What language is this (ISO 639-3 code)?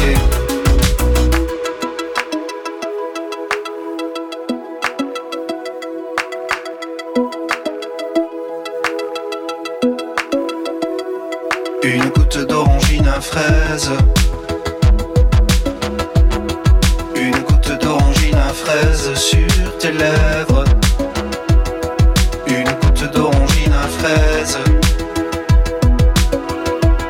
fra